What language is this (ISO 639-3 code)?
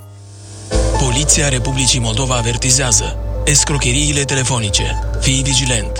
ron